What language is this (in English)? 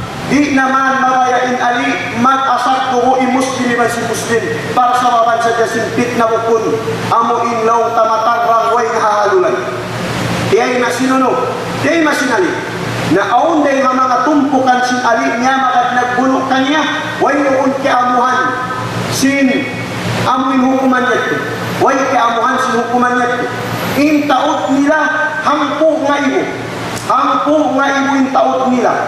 Tausug